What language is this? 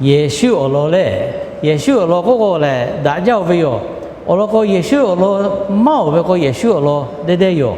Lahu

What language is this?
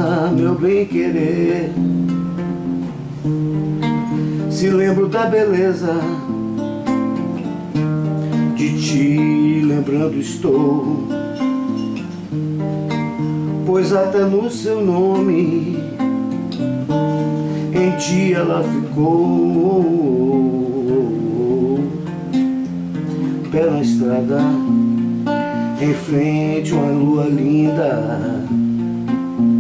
Portuguese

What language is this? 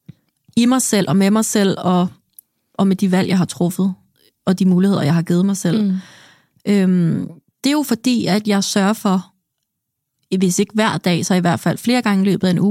Danish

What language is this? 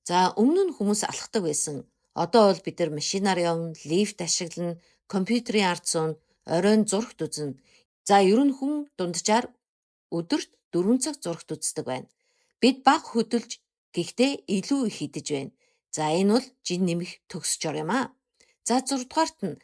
Mongolian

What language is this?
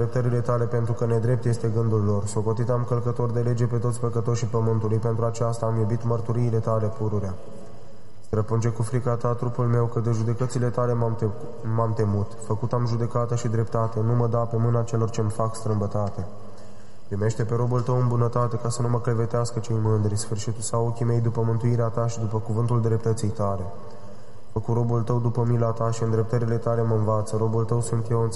Romanian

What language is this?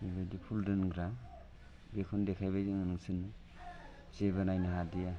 Bodo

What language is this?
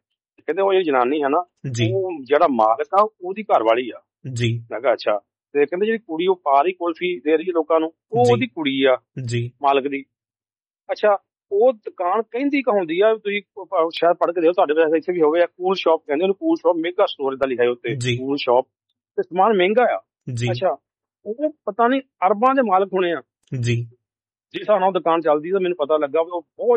Punjabi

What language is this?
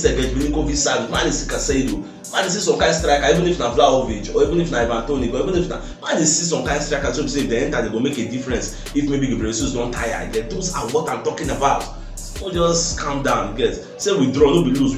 Nigerian Pidgin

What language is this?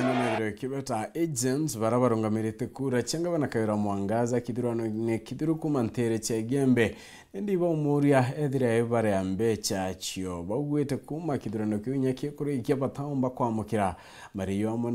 Meru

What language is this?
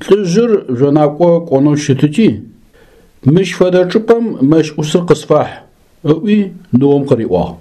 Adyghe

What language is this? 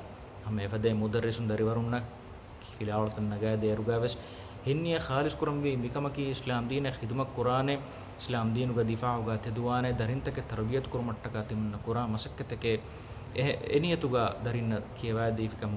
Divehi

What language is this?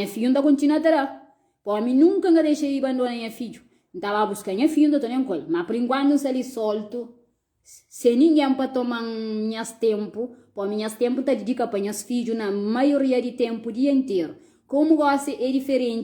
Kabuverdianu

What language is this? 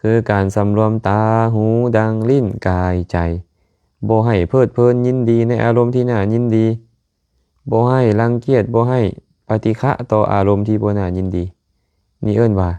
Lao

